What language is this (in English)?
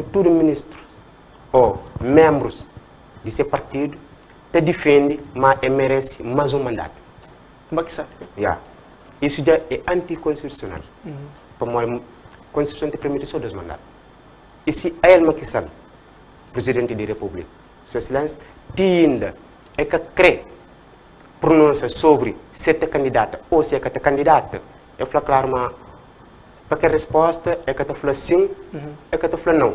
Kabuverdianu